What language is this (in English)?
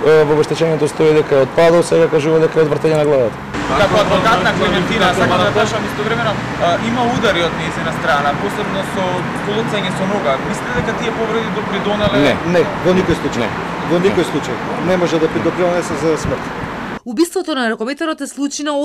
Macedonian